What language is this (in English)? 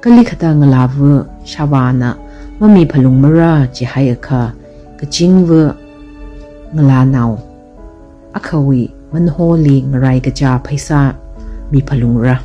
Tangkhul Naga (India)